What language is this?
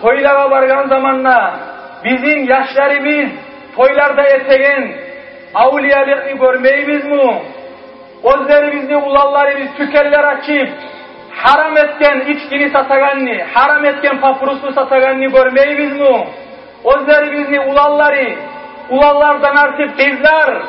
Kumyk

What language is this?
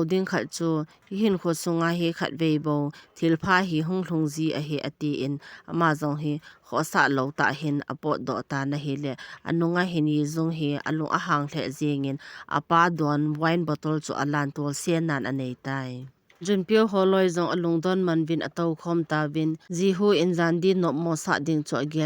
Thado Chin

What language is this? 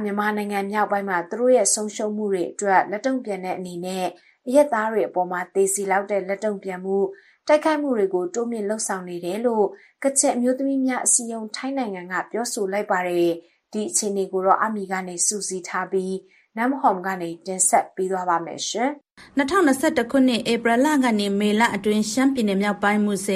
Burmese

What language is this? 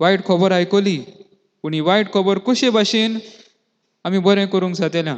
Konkani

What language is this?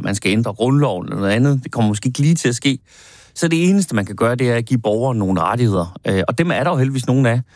Danish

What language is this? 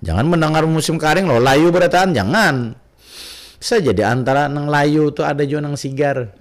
Banjar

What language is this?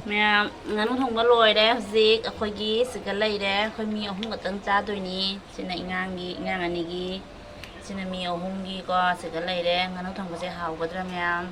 Manipuri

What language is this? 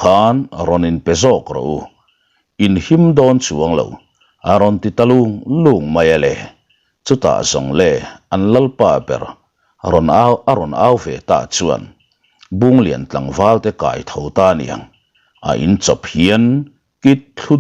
Mizo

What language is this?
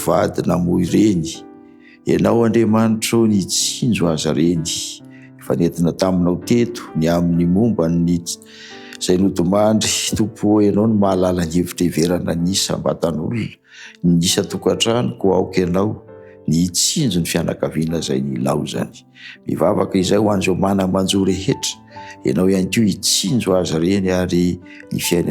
Malagasy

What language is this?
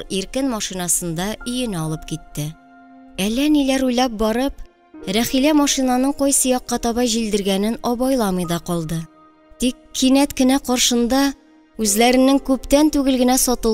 Tatar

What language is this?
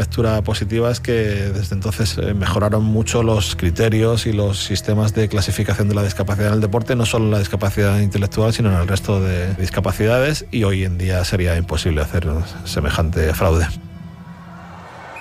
Spanish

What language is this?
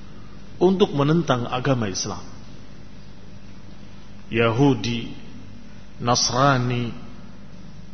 Indonesian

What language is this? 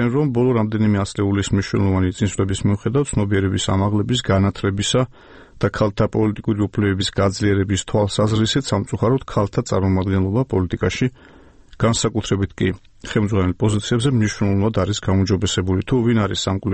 Georgian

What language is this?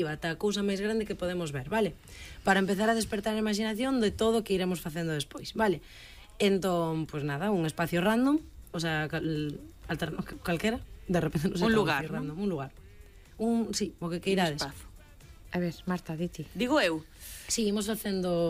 Galician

